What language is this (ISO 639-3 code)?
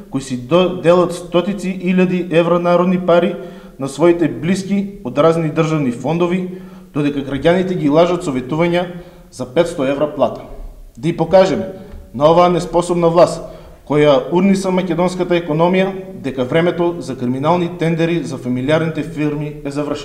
mkd